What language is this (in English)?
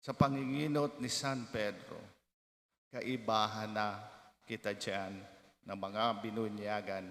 Bikol